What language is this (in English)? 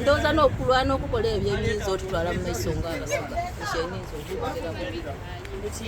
Soga